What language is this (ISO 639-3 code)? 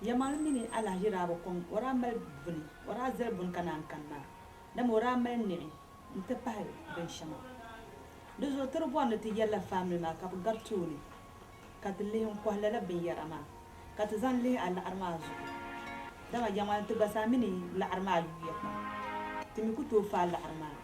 dag